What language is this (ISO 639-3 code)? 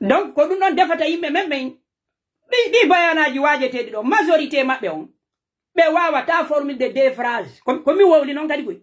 fuf